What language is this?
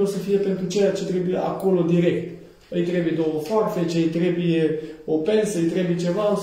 Romanian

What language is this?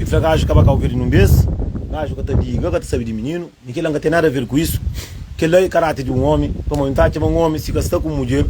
Kabuverdianu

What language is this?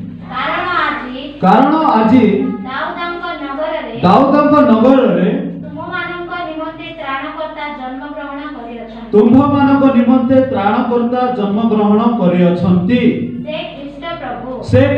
Odia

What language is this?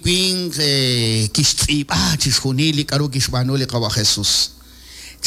Kekchí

